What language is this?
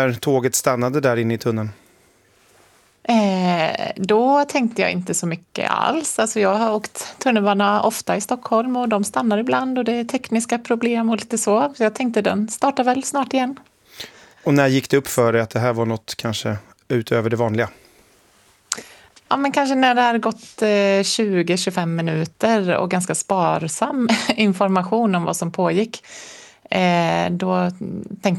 Swedish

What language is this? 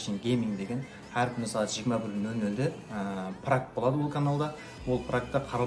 Kara-Kalpak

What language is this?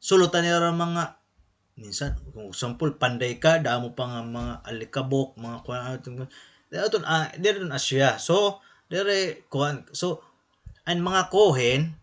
Waray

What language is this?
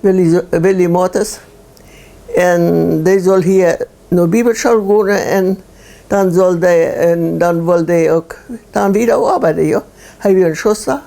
Plautdietsch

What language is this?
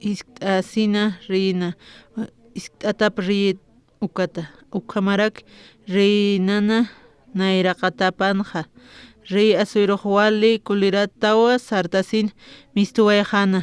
Aymara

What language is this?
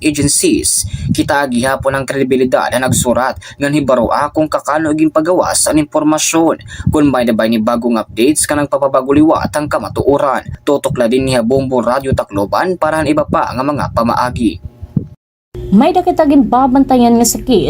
Waray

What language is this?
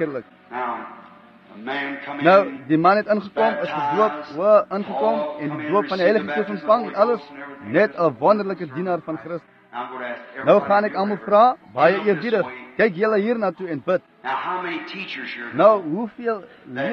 Afrikaans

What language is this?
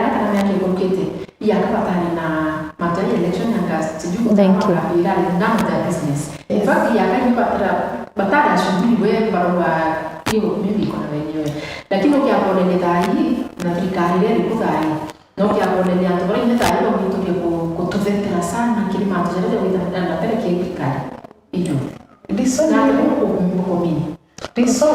Meru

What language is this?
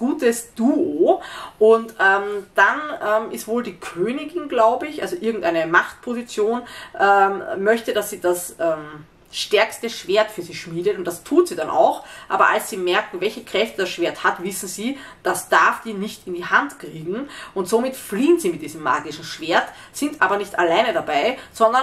German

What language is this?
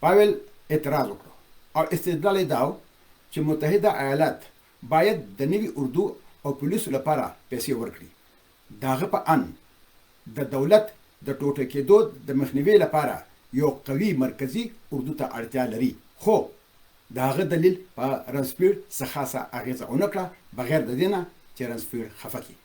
Pashto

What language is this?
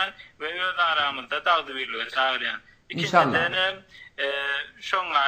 Turkmen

